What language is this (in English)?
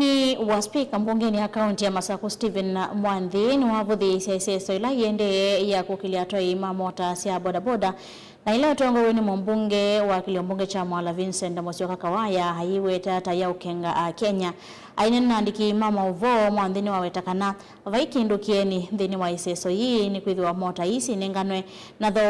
Kamba